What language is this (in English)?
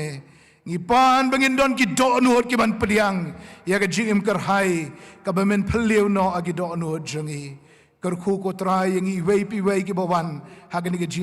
Khasi